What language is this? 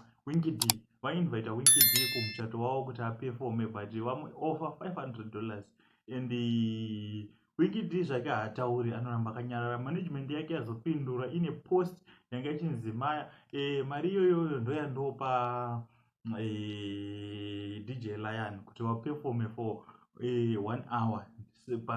Shona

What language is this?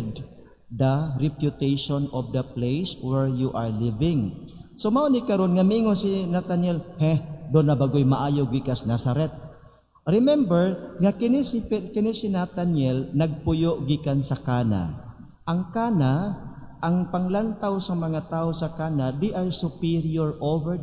Cebuano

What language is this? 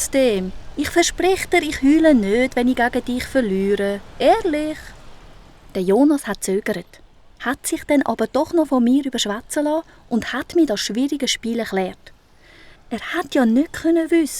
Swiss German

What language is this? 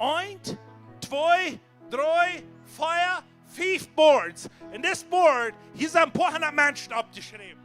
Plautdietsch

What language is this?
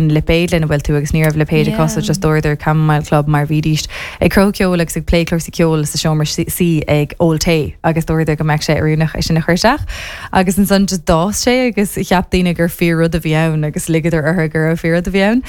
Irish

